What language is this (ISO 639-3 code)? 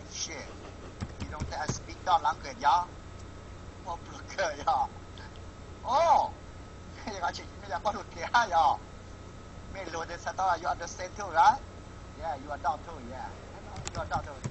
hmn